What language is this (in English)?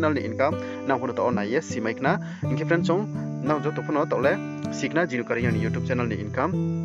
Riang (India)